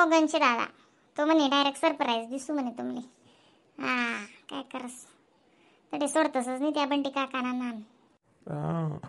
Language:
Khandesi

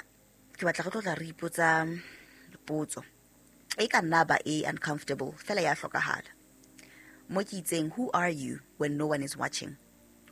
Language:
Southern Sotho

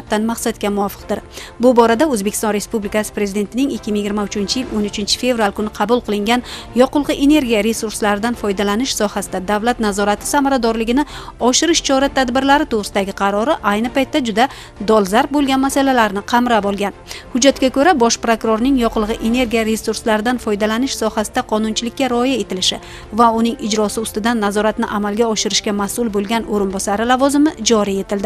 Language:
Uzbek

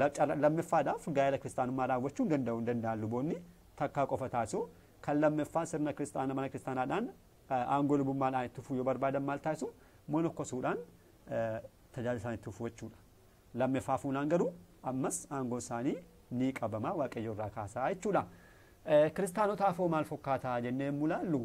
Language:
Oromo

